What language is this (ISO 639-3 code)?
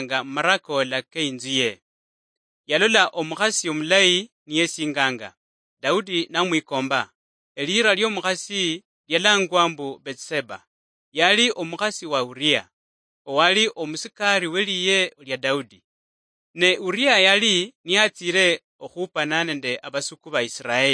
luy